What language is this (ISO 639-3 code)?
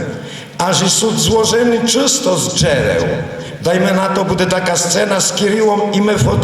rue